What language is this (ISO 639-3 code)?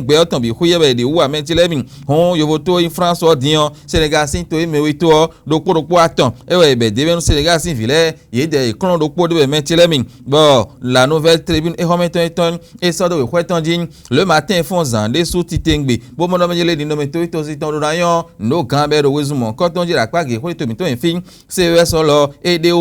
fon